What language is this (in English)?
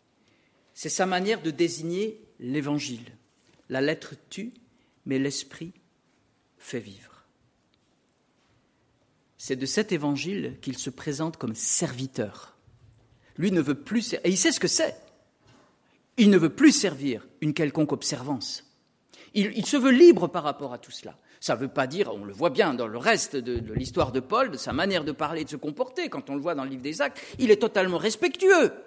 French